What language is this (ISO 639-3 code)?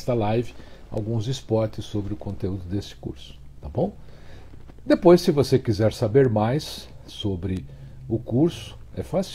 por